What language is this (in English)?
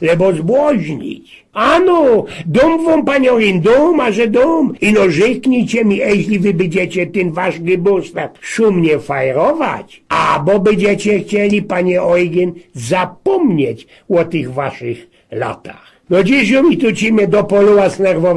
Silesian